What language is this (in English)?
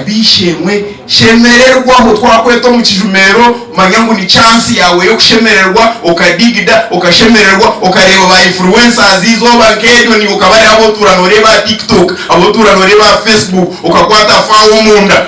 Nyankole